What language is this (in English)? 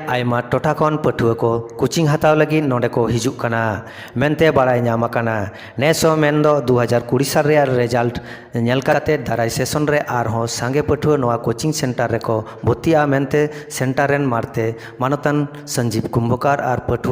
Santali